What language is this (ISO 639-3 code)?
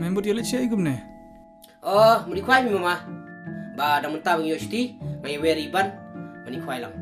kha